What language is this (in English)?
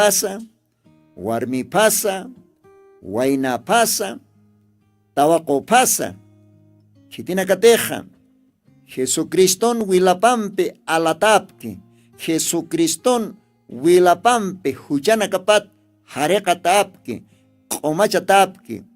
Aymara